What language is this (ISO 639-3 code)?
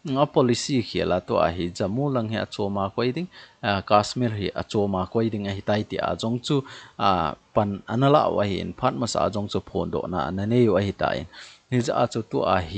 tcz